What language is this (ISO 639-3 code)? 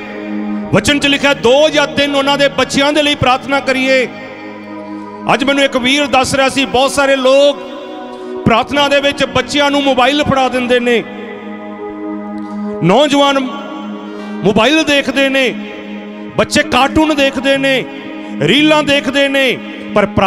pan